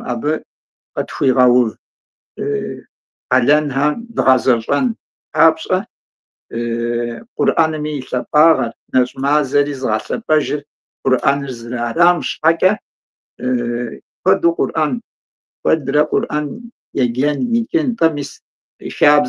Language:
Kabardian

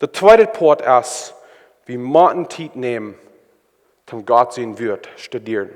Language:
Plautdietsch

